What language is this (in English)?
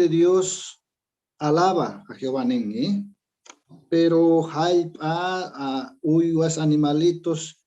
Quechua